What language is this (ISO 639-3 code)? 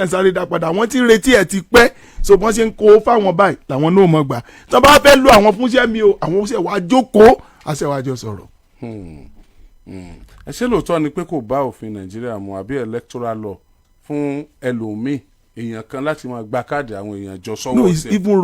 yor